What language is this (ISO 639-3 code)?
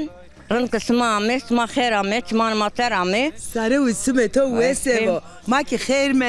zza